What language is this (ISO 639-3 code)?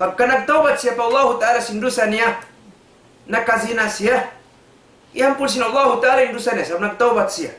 tsg